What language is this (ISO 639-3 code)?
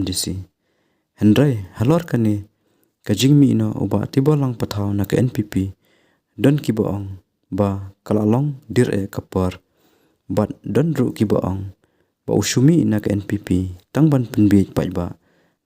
kha